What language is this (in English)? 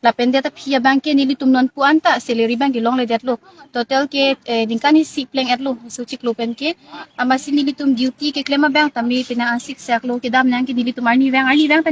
Karbi